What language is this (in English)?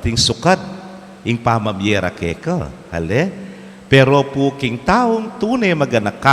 Pampanga